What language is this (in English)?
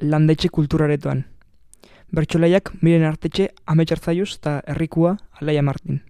Basque